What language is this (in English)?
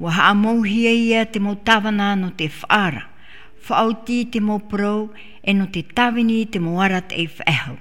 Tahitian